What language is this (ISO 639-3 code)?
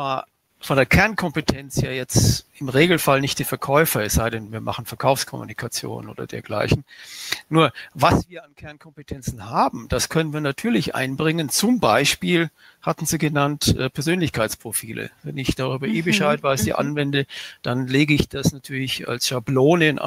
deu